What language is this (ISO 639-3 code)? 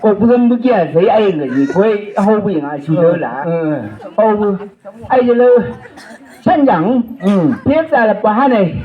nbc